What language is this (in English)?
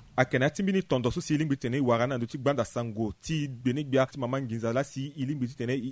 Sango